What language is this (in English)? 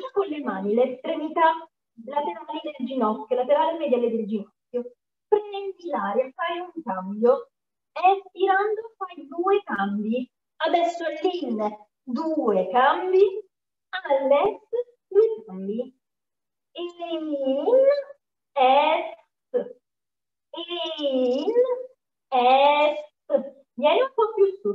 Italian